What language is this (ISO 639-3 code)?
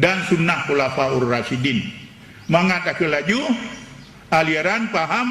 ace